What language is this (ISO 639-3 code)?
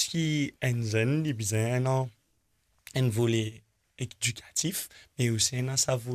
mfe